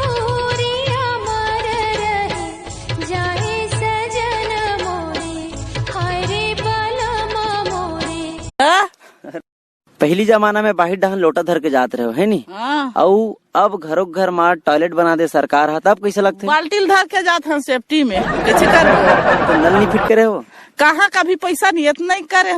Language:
Chhattisgarhi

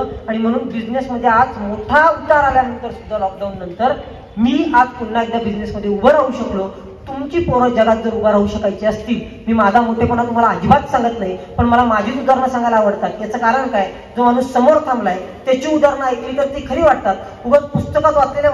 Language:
Marathi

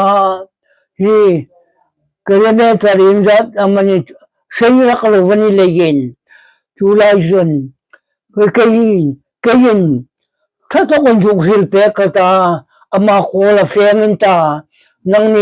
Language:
Hmar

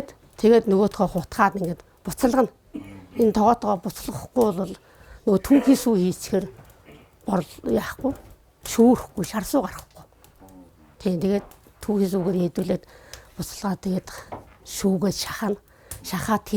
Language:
Mongolian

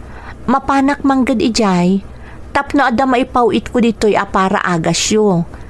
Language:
Iloko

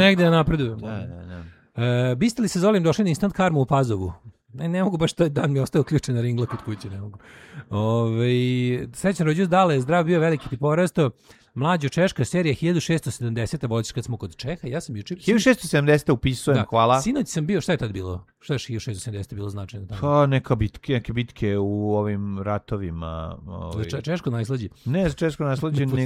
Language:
Serbian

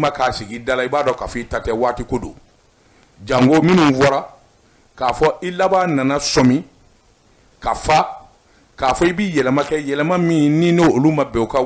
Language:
Bambara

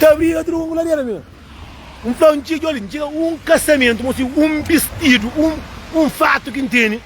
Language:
Kabuverdianu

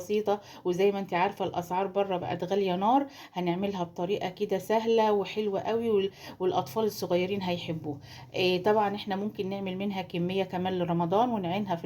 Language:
Egyptian Arabic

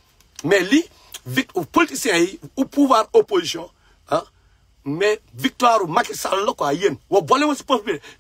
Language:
Wolof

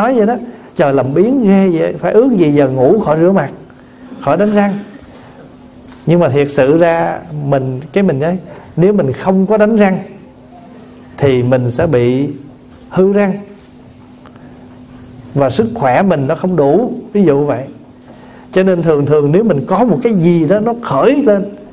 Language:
Vietnamese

